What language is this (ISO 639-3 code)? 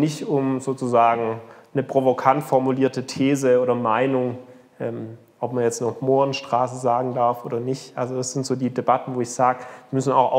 deu